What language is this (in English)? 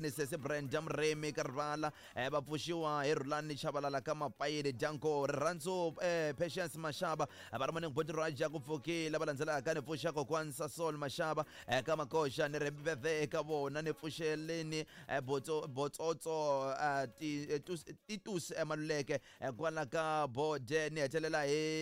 Tsonga